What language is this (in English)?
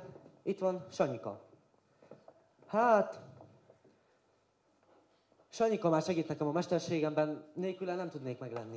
Hungarian